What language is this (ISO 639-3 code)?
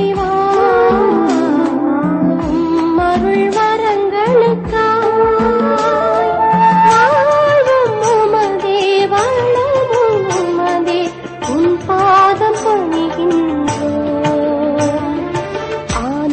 tam